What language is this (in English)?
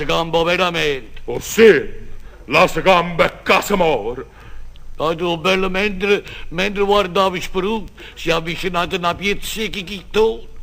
Neapolitan